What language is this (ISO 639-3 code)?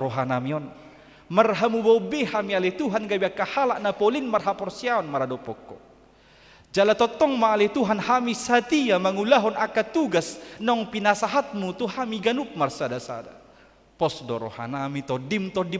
bbc